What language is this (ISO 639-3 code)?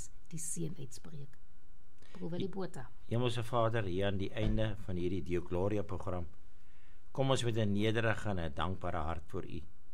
afr